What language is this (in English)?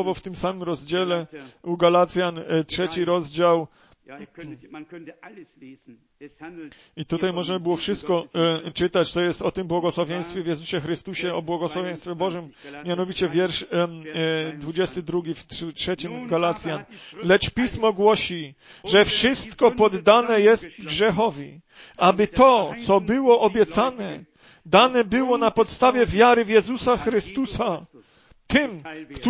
Polish